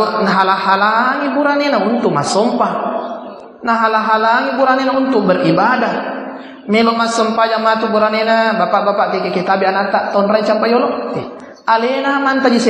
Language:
Buginese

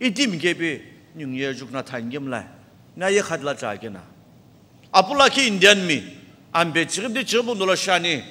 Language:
Sumi Naga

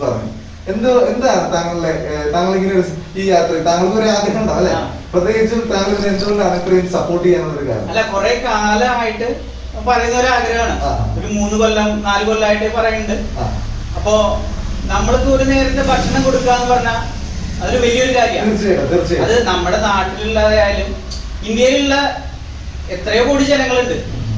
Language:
Malayalam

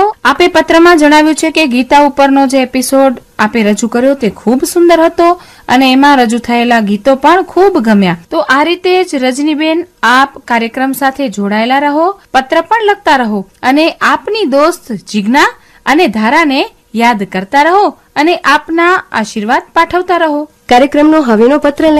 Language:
Gujarati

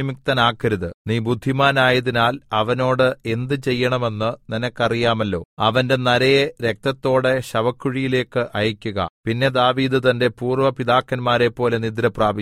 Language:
Malayalam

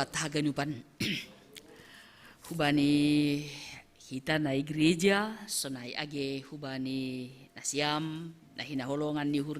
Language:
Batak Simalungun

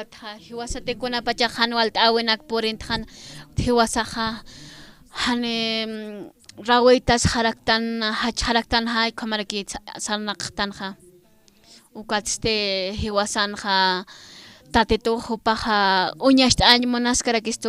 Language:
Aymara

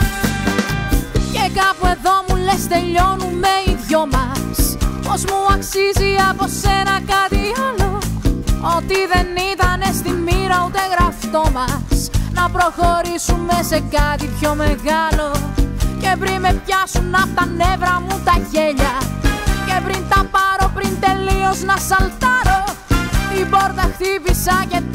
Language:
Greek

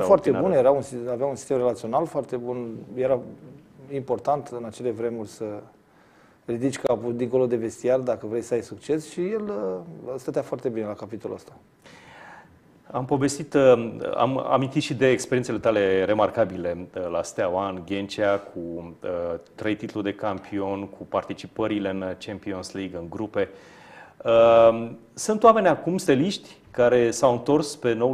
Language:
Romanian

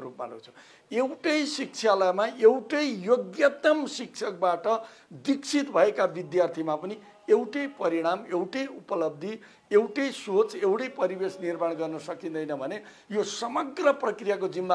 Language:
Nepali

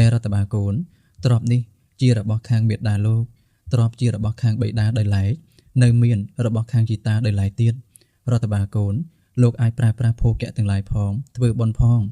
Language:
Khmer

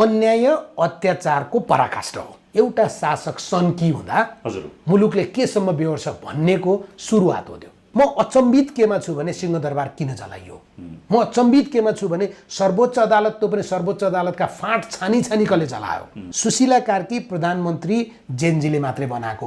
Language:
Nepali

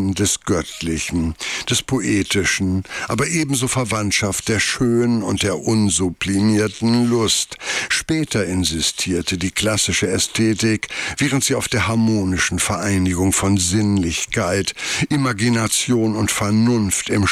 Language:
German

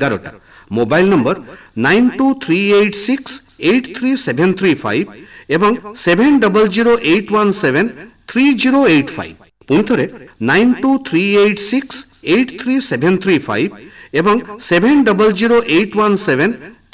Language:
Odia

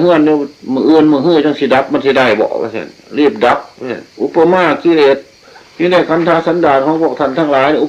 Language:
Northeastern Thai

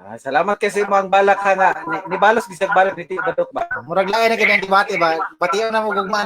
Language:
Cebuano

